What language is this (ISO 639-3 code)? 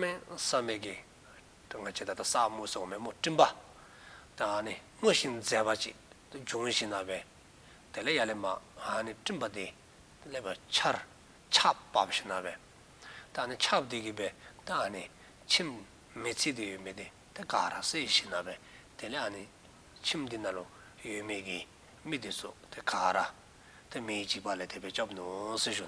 dzo